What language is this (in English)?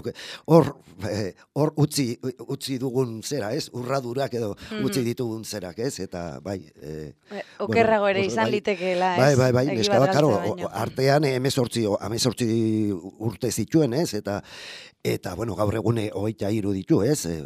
Basque